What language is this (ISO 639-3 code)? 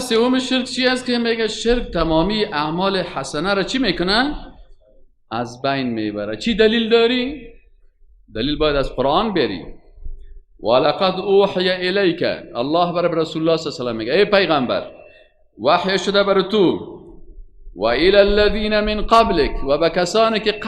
fas